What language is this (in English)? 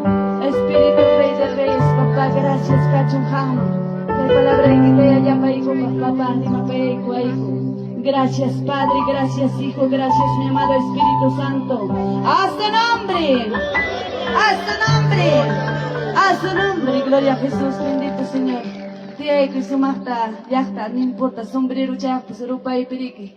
Ayacucho Quechua